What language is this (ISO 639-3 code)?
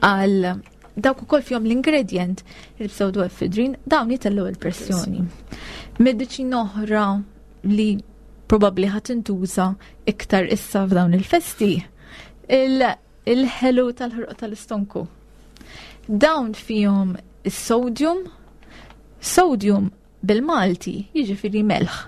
mlt